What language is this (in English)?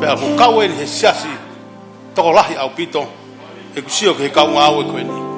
Tongan